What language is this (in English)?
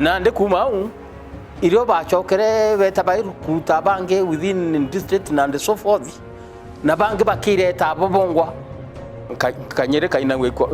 Meru